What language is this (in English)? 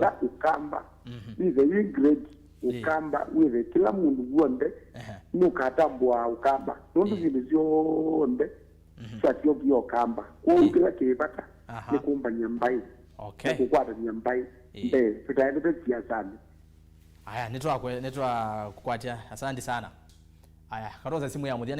Kamba